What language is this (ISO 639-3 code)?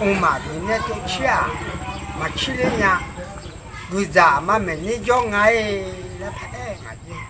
ahk